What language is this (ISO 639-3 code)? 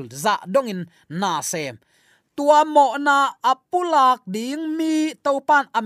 ctd